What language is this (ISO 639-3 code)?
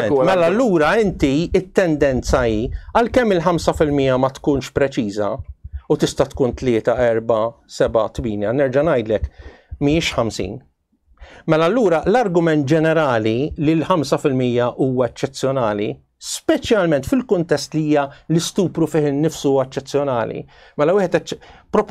mlt